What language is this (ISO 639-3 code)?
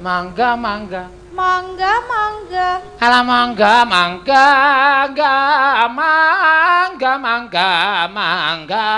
jav